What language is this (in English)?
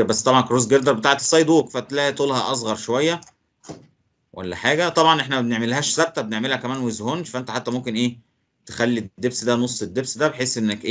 Egyptian Arabic